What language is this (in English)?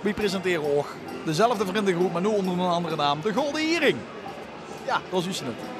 Limburgish